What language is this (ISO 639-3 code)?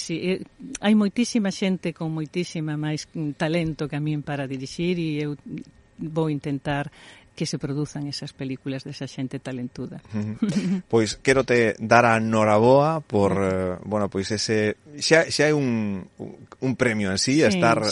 glg